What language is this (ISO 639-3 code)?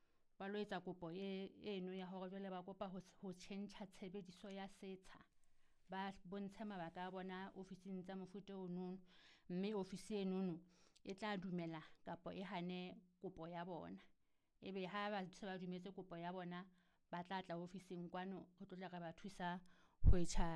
sot